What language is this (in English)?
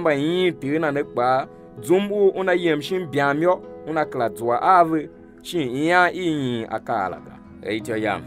Tiv